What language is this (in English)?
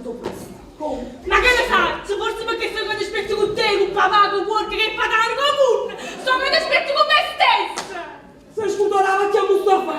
Neapolitan